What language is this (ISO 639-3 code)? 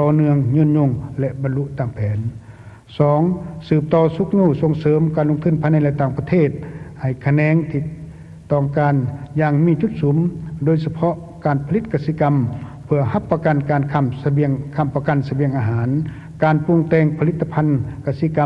lao